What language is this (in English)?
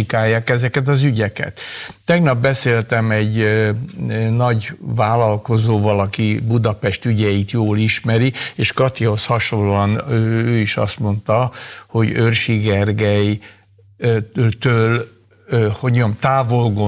Hungarian